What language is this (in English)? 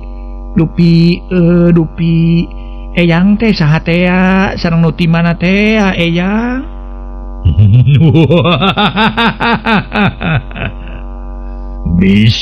Sundanese